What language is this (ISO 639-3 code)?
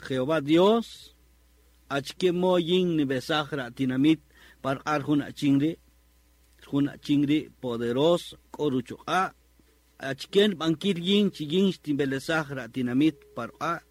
cak